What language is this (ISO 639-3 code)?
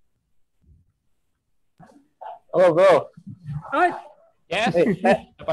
ind